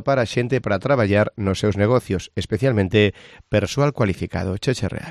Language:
Galician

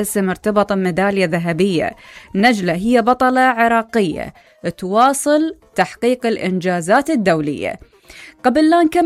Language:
Mesopotamian Arabic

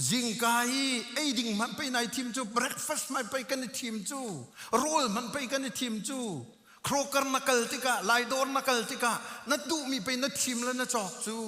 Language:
Hakha Chin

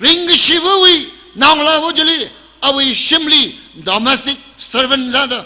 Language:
Tangkhul Naga (India)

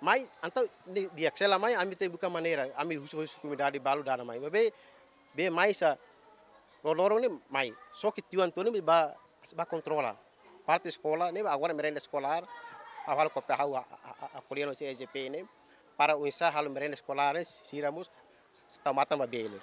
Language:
Tetum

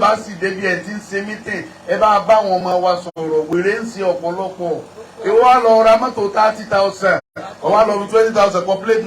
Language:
Yoruba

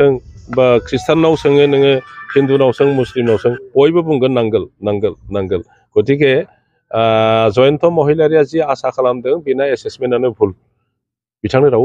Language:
Bodo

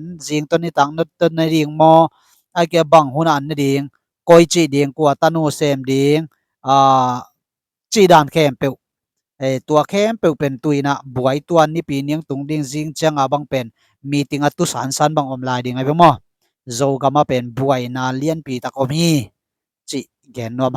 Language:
Tedim Chin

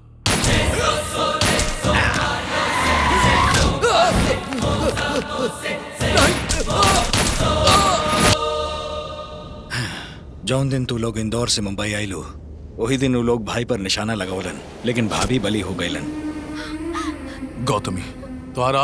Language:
Bhojpuri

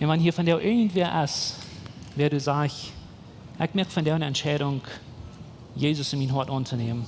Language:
Plautdietsch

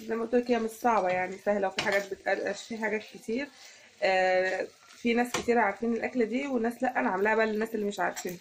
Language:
Egyptian Arabic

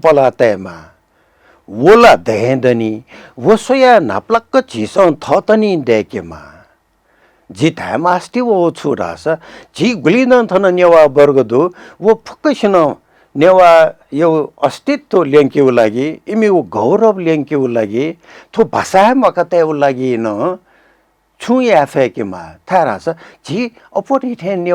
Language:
Newari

